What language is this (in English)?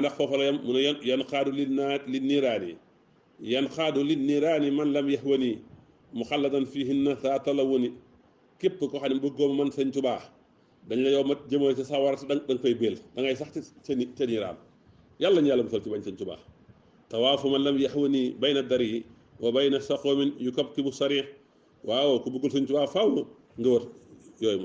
Wolof